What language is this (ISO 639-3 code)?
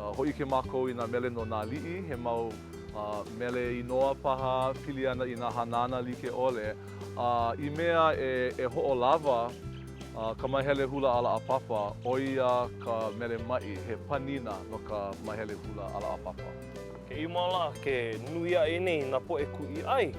haw